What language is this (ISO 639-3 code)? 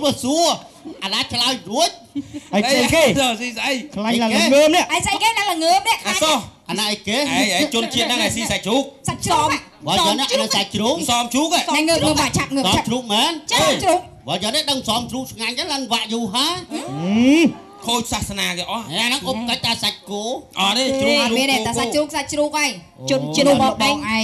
khm